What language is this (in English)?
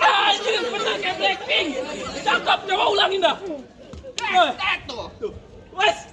Betawi